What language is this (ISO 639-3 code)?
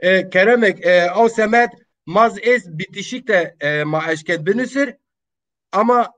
zza